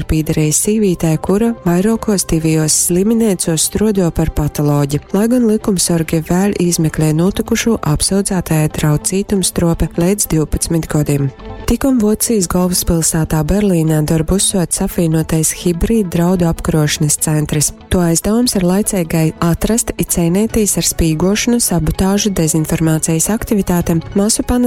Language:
Latgalian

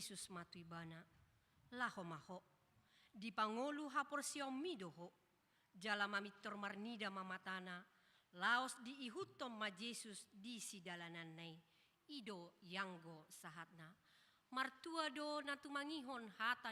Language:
Batak Toba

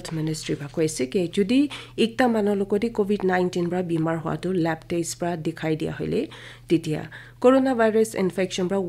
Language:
Naga Pidgin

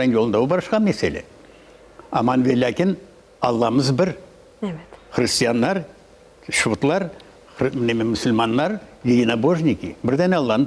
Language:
Crimean Tatar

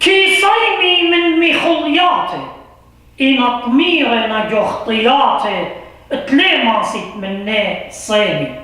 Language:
Assyrian Neo-Aramaic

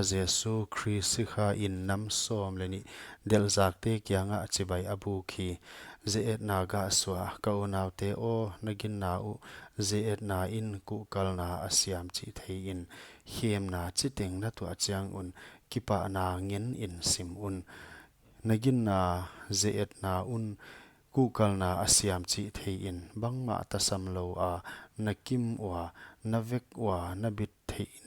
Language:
Paite Chin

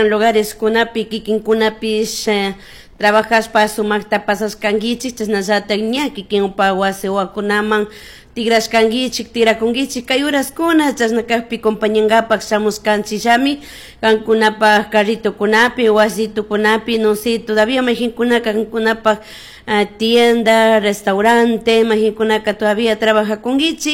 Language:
Chimborazo Highland Quichua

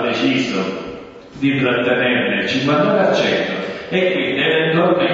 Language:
Italian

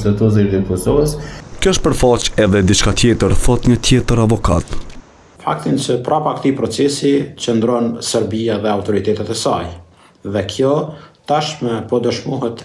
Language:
Albanian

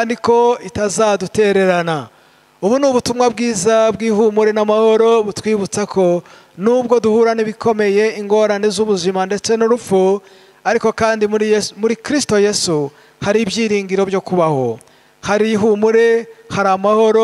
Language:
Kinyarwanda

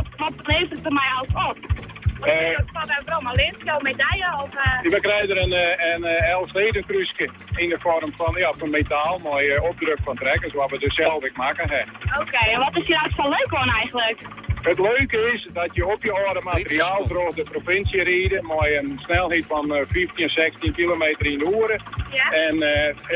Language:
Western Frisian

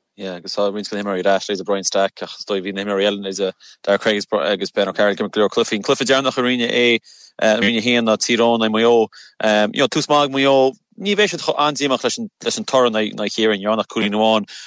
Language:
Irish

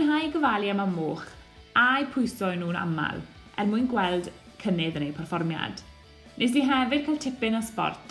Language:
Welsh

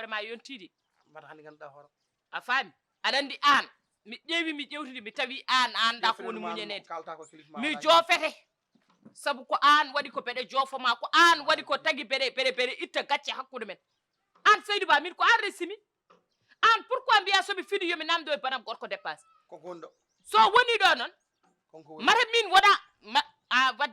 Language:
Fula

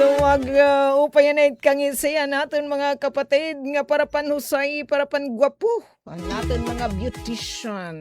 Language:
Waray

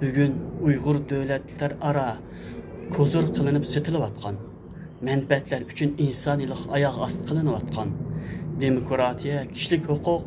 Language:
Uyghur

